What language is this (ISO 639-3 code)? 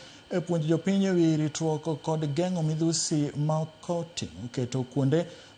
luo